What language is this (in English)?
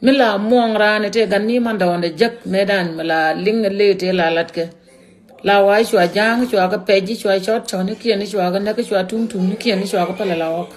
Nuer